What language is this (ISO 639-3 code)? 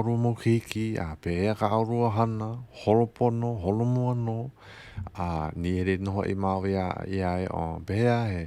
haw